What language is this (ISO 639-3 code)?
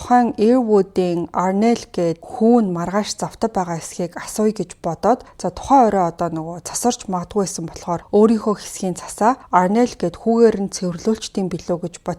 mon